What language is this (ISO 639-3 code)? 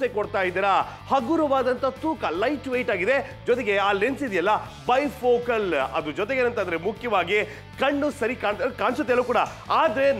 kan